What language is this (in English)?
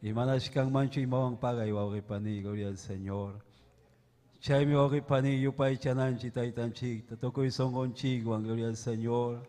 Ayacucho Quechua